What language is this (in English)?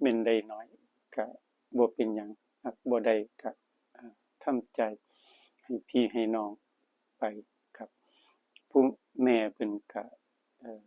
Northeastern Thai